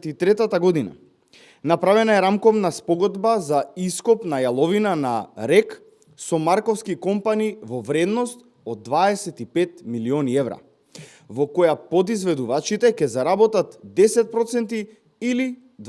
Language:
Macedonian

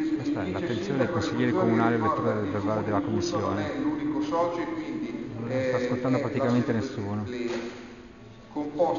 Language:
Italian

